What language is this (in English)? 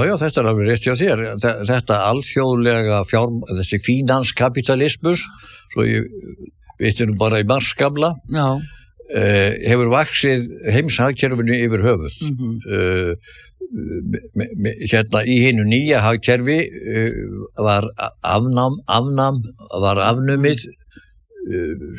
Icelandic